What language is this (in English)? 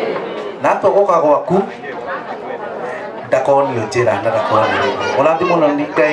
Kikuyu